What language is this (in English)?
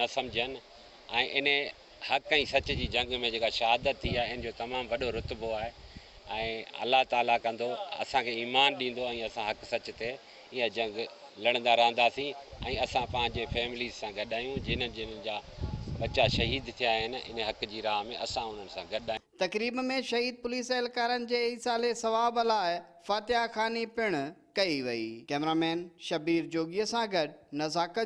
Sindhi